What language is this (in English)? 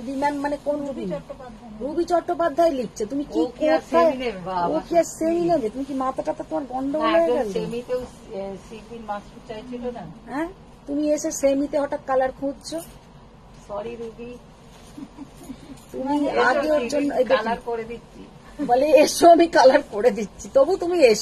Bangla